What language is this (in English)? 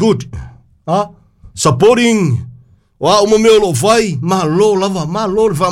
Samoan